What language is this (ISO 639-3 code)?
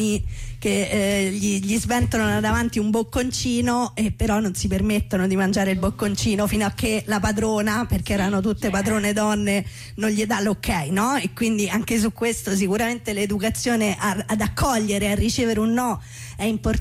ita